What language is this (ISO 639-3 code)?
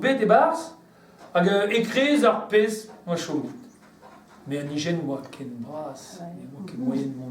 bre